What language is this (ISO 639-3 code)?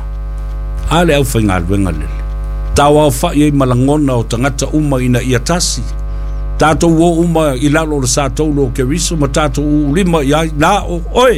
smo